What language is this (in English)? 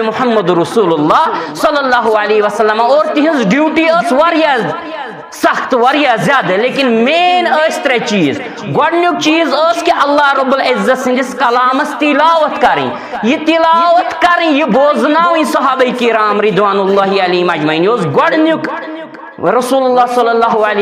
Kashmiri